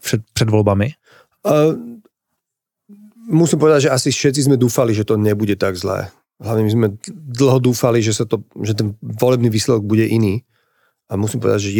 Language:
Slovak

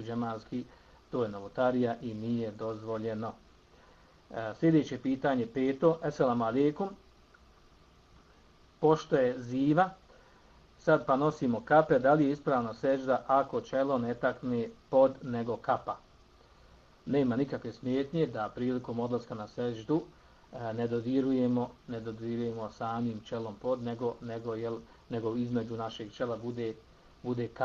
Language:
Bosnian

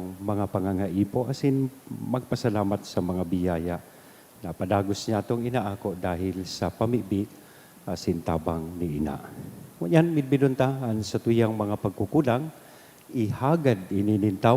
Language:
Bikol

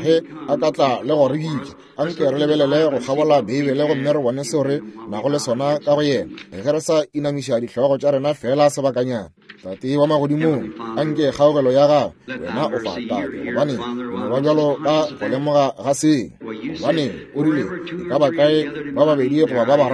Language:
Northern Sotho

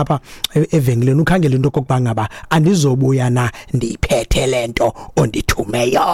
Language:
Xhosa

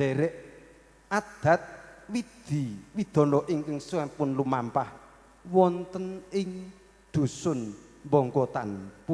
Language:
Javanese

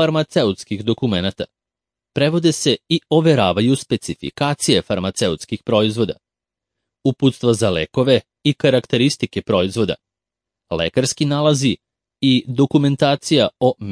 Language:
Serbian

